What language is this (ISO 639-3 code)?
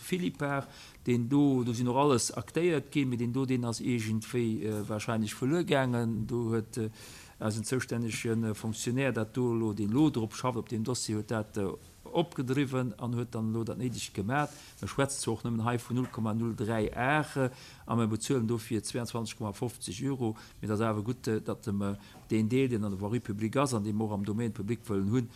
ltz